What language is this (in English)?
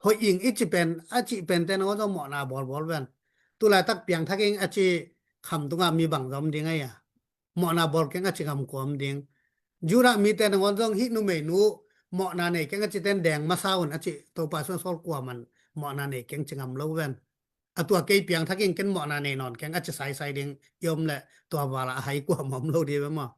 Tedim Chin